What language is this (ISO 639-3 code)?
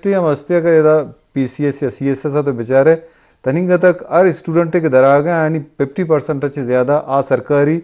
bgp